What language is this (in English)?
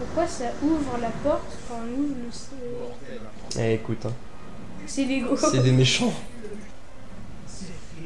French